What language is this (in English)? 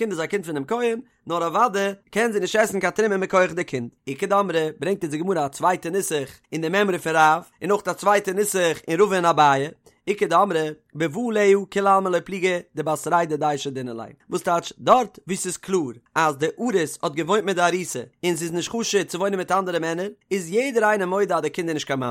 Yiddish